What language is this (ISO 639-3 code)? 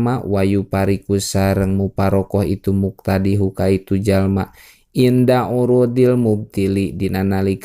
sun